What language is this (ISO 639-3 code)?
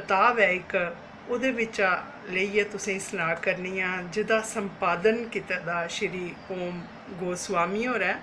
doi